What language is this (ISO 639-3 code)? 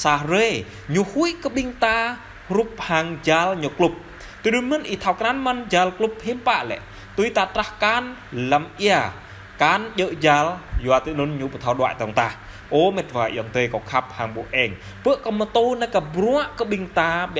jra